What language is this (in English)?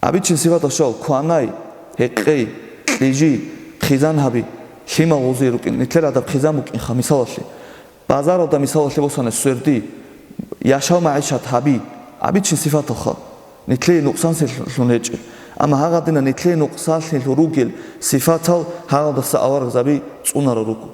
Avaric